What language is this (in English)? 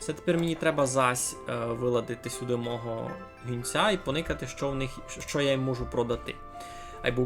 Rusyn